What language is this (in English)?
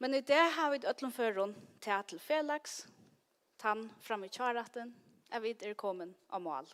Faroese